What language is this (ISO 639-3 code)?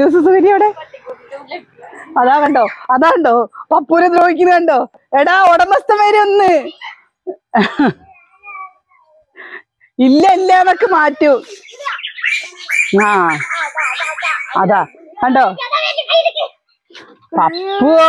mal